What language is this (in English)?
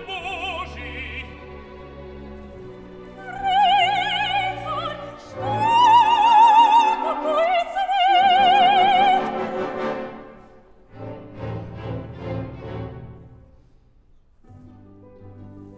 Russian